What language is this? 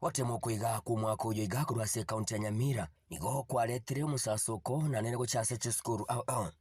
Gusii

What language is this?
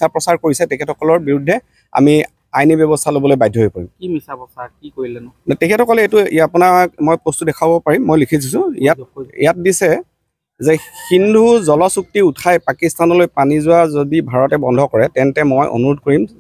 Assamese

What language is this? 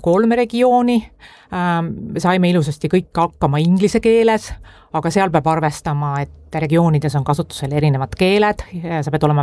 Estonian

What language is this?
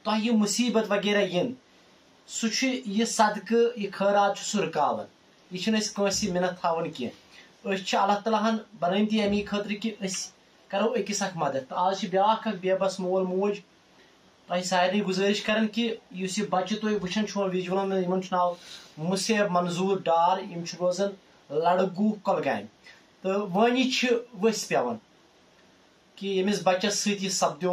Kashmiri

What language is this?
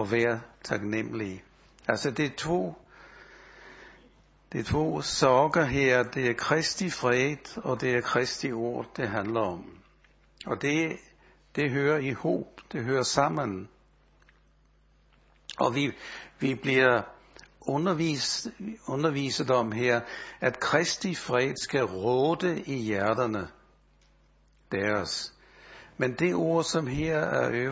Danish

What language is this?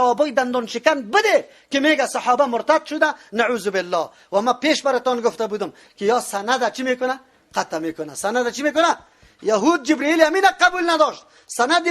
Persian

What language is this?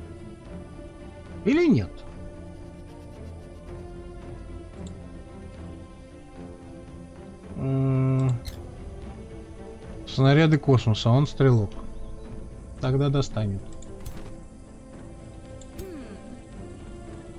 Russian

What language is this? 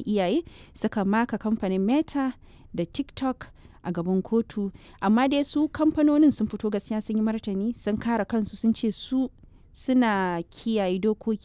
Hausa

